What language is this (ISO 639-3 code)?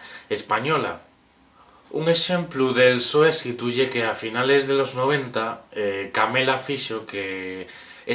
ast